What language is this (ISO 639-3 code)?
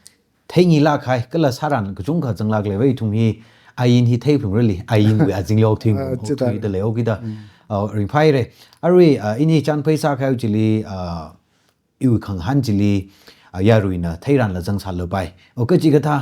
nmf